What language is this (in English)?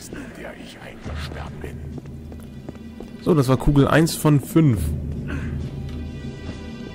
German